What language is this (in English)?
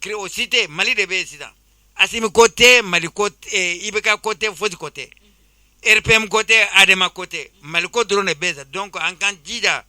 Bambara